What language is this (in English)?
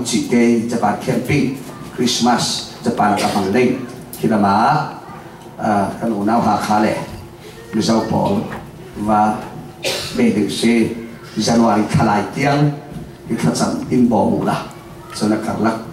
Falam Chin